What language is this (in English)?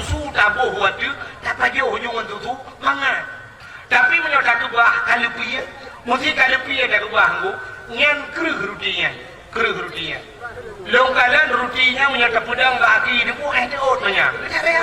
Achinese